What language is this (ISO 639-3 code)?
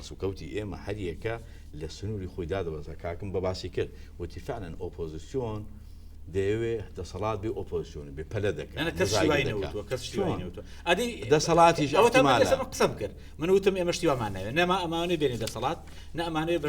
ckb